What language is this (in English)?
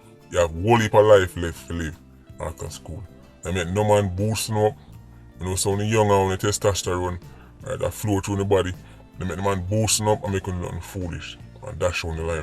Jamaican Creole English